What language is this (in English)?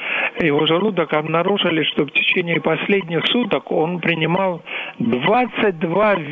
Russian